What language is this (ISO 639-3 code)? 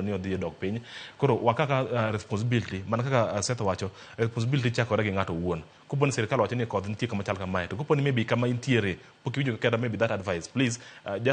luo